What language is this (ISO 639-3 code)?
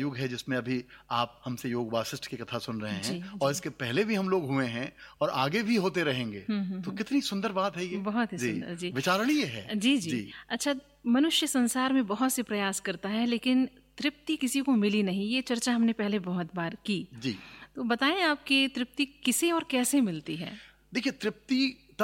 hin